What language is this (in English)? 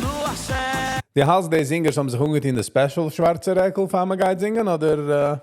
Yiddish